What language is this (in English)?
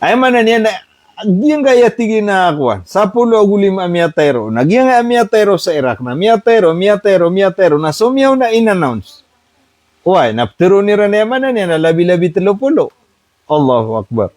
Maranao